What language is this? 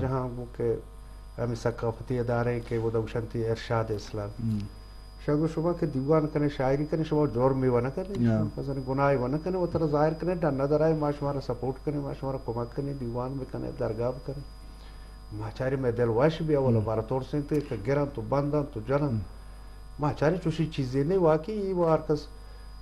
Eastern Balochi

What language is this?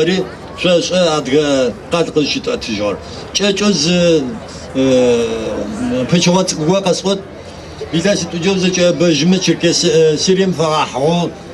Adyghe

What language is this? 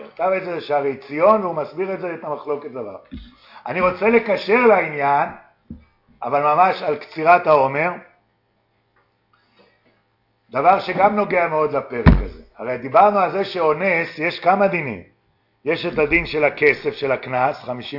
Hebrew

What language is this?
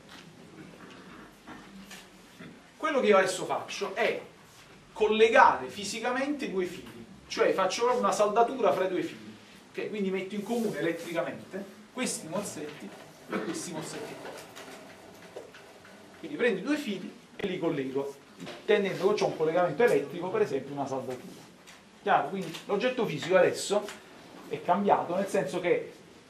Italian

